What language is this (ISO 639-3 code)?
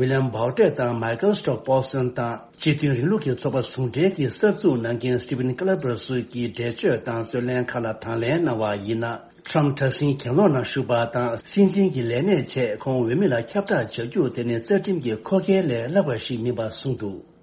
bod